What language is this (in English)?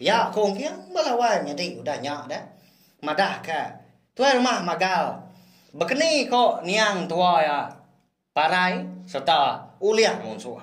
Iban